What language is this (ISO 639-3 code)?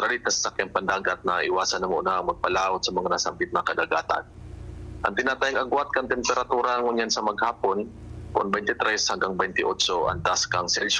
bik